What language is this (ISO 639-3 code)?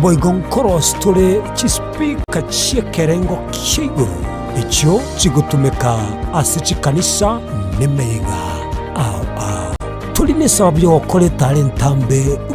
guz